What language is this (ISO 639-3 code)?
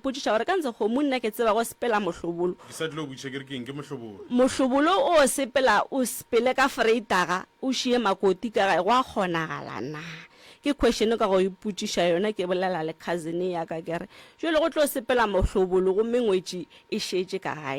nso